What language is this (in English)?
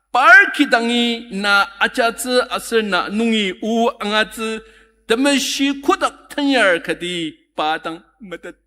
Ao Naga